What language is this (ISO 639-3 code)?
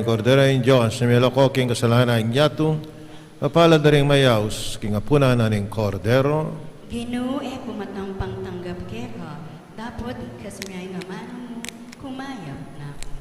pam